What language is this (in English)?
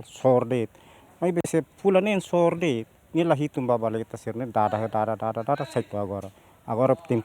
Tetum